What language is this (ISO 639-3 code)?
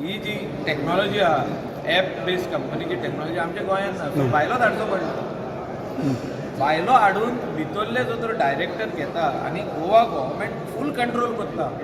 kok